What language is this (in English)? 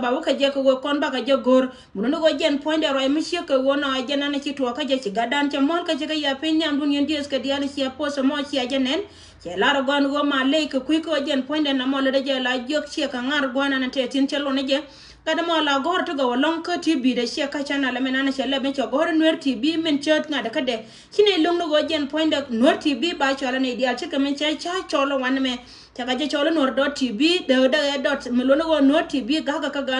Nuer